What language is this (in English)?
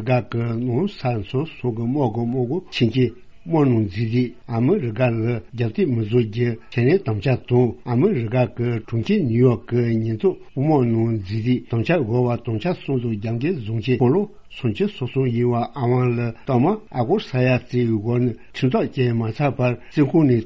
Tibetan